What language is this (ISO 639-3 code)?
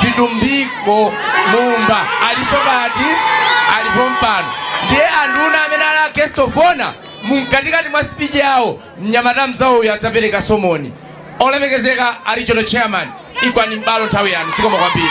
nya